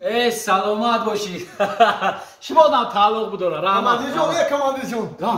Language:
Tajik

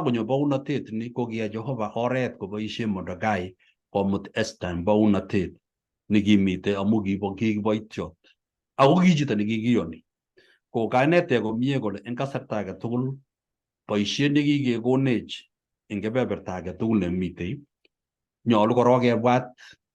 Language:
Kalenjin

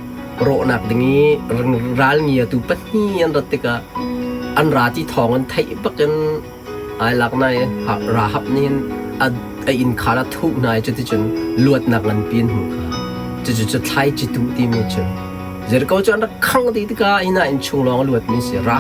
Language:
Hakha Chin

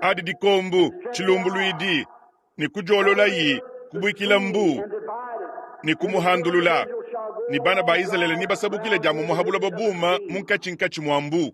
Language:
Luba-Lulua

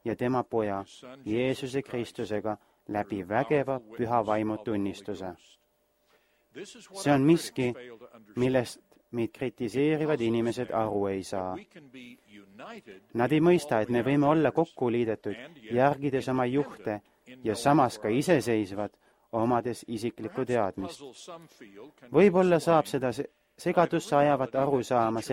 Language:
Estonian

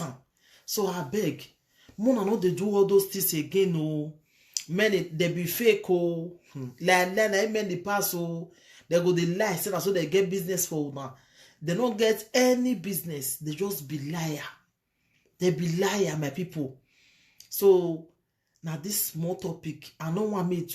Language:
Nigerian Pidgin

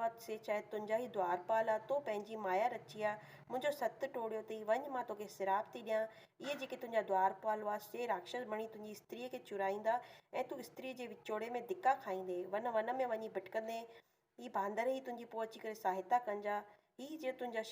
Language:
Sindhi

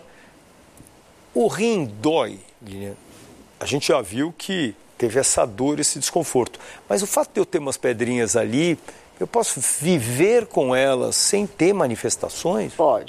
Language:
Portuguese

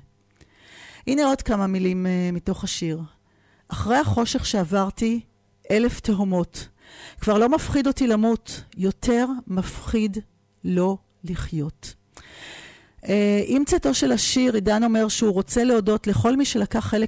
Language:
Hebrew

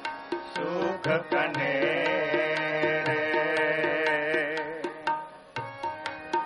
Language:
Punjabi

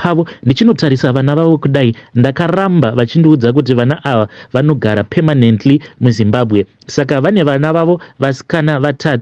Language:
Shona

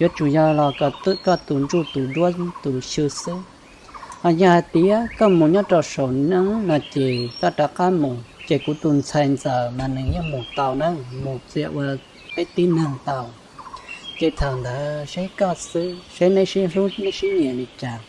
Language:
Hmong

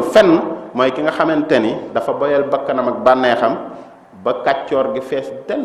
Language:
Wolof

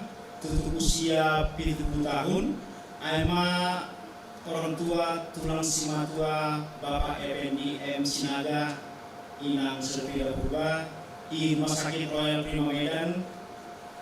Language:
Batak Simalungun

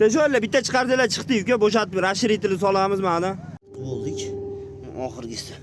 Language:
Uzbek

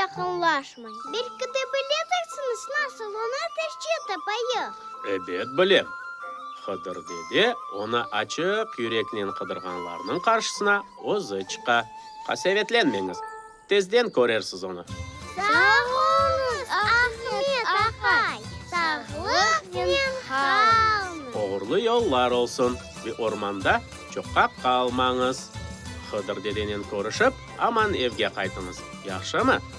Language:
Crimean Tatar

